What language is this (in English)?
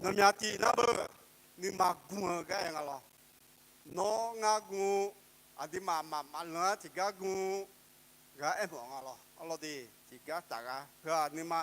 Akha